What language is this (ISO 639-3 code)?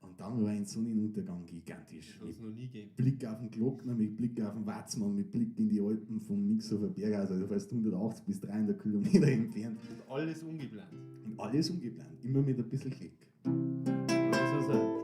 bar